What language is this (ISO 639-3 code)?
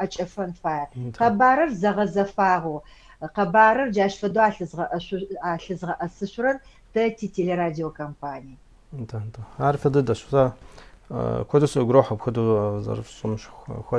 ady